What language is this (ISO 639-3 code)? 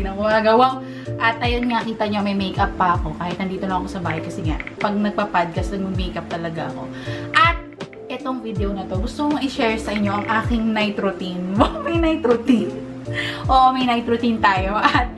fil